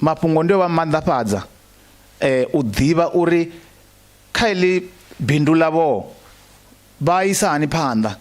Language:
Venda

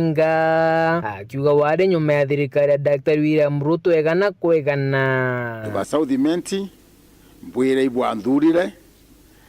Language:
Meru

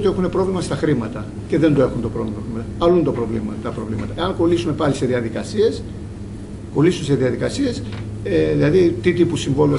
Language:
Greek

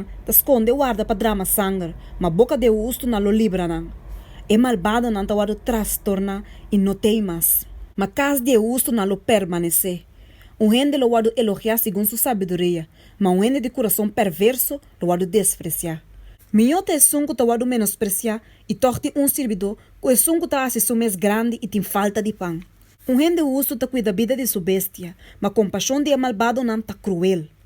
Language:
Papiamento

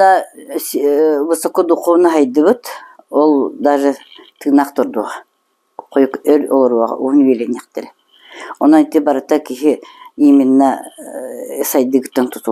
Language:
Yakut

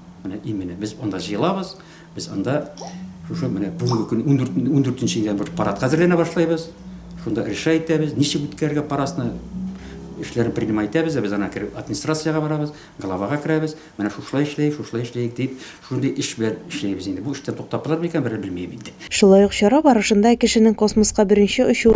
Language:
Tatar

